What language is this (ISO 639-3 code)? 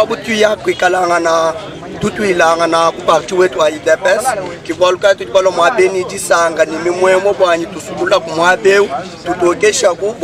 lua